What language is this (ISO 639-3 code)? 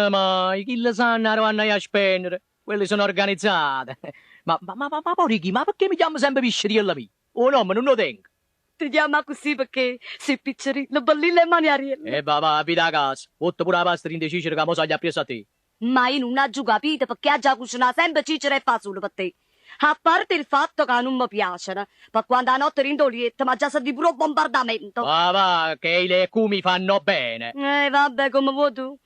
nap